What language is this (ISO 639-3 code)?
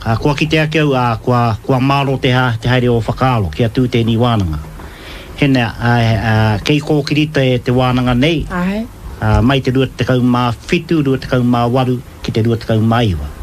mri